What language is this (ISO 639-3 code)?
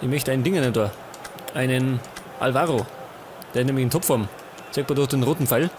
bar